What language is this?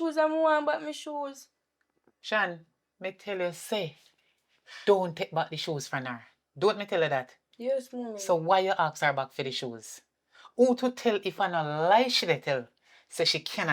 Jamaican Creole English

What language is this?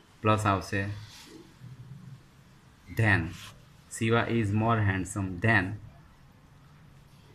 Gujarati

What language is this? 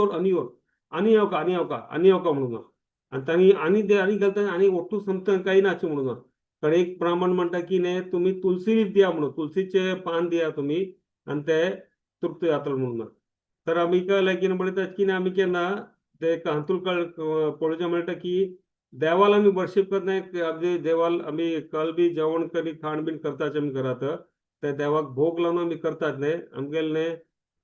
Konkani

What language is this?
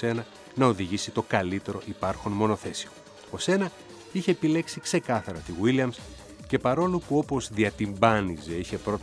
Greek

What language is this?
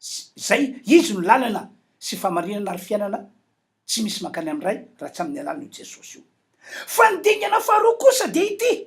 Malagasy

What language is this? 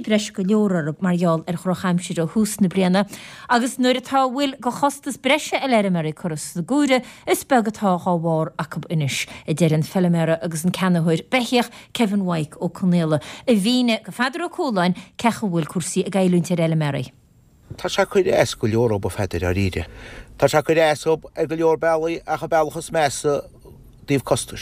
Irish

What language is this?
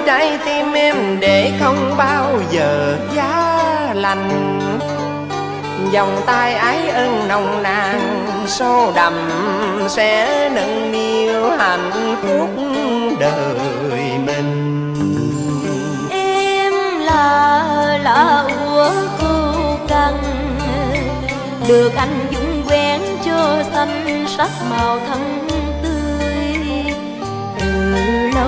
Vietnamese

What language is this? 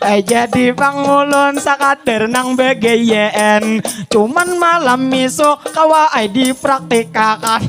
Banjar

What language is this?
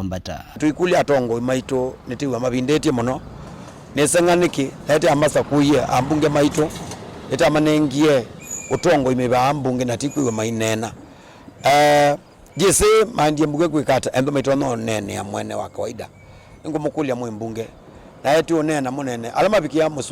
Kamba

